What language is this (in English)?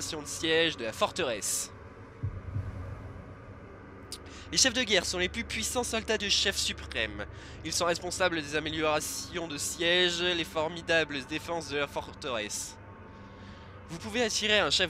French